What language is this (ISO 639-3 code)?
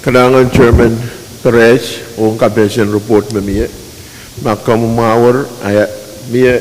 pon